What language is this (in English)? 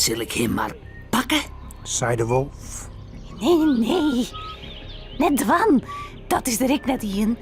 Western Frisian